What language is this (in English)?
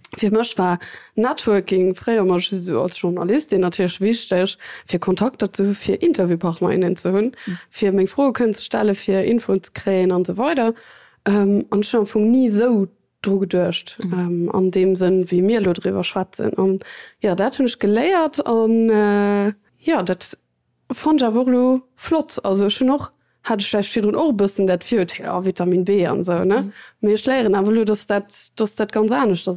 Luxembourgish